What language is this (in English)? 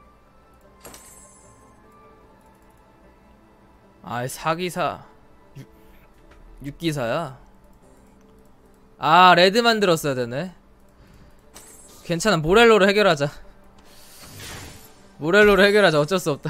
Korean